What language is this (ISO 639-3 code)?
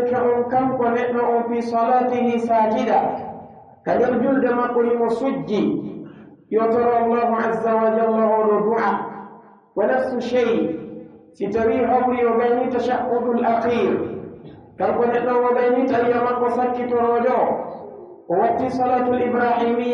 fuf